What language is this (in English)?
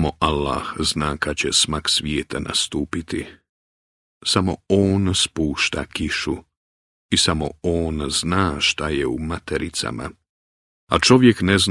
Bosnian